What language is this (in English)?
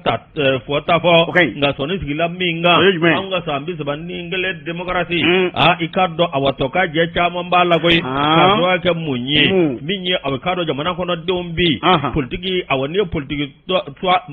Bambara